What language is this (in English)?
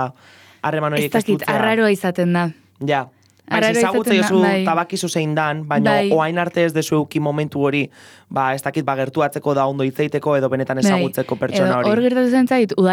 Basque